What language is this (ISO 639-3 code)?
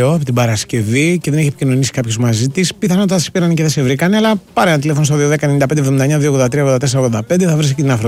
ell